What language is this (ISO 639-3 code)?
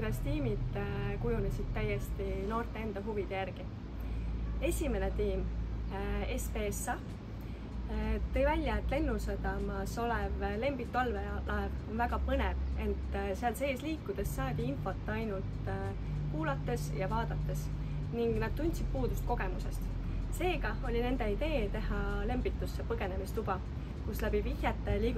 est